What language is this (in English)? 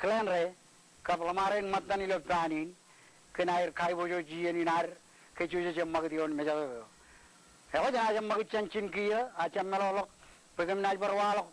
Marshallese